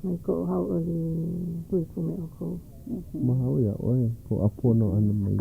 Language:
Hawaiian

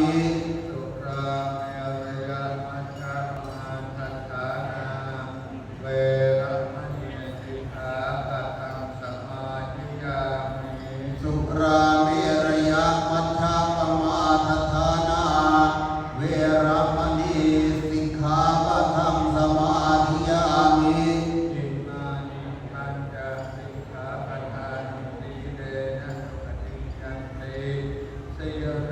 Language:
Pali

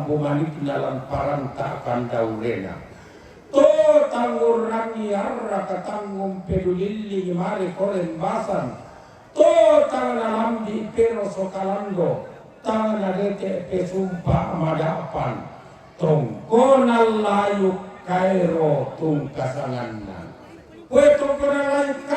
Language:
Toraja-Sa'dan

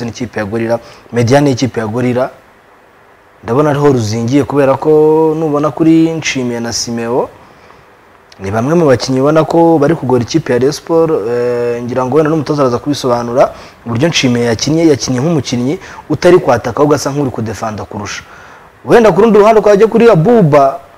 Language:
Kinyarwanda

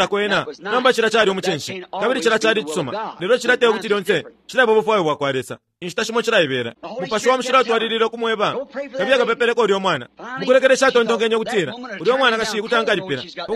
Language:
Bemba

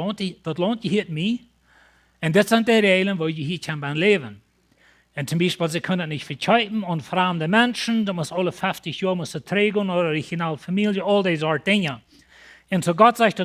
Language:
Plautdietsch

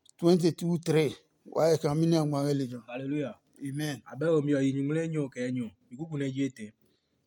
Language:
Adangme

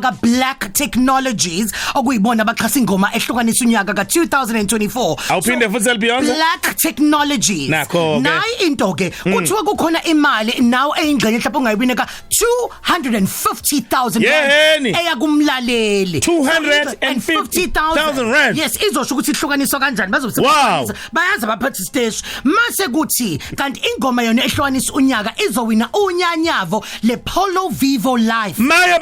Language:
Zulu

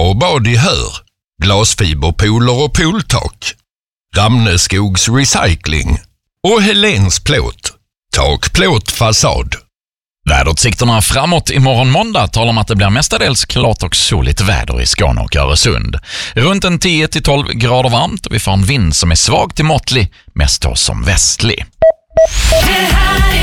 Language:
Swedish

